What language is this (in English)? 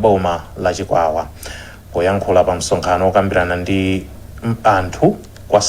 Nyanja